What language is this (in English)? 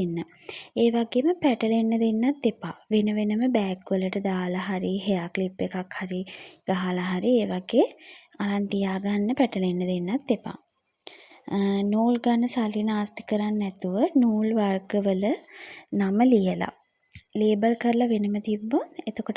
Sinhala